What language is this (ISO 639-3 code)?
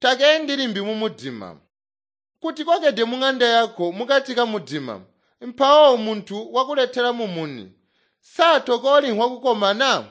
toi